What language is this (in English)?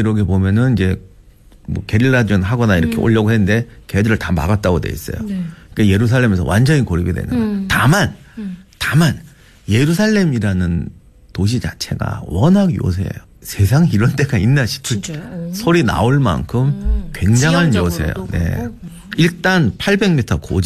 Korean